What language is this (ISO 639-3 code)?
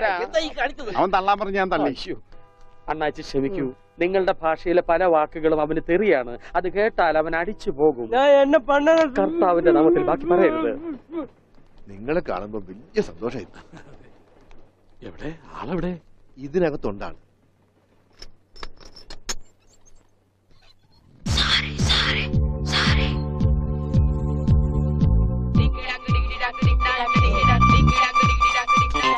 mal